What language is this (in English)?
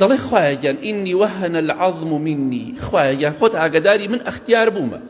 Central Kurdish